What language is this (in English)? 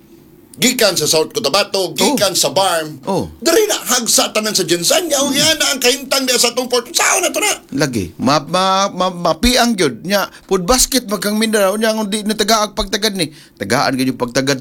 Cebuano